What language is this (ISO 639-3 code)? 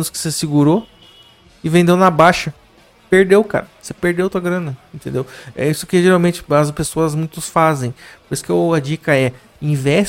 por